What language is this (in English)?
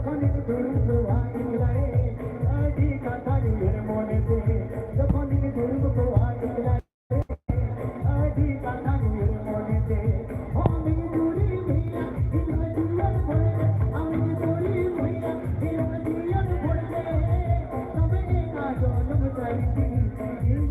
Santali